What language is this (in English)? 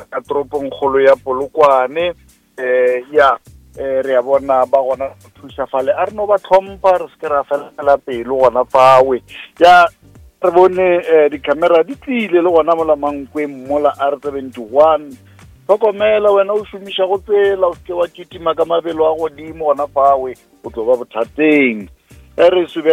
Northern Sotho